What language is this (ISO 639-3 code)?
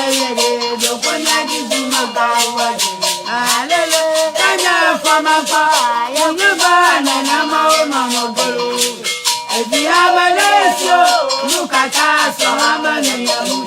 ewe